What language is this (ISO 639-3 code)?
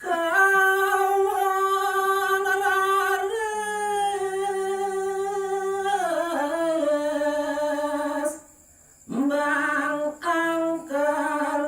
ban